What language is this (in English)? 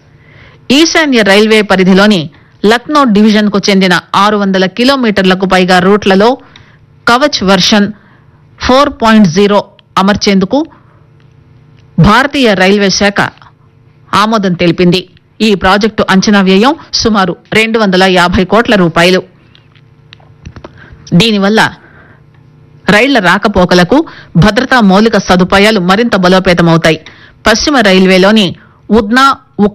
Telugu